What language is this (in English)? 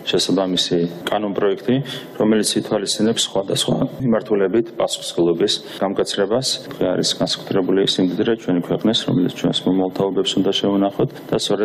Georgian